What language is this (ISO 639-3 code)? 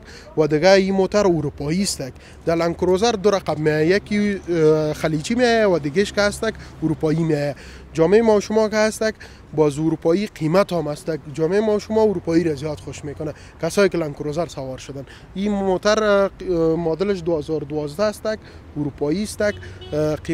fas